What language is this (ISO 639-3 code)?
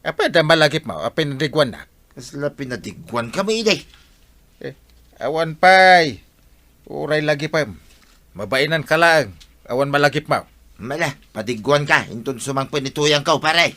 ilo